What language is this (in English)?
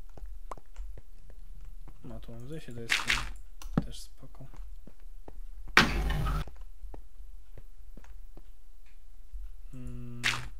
Polish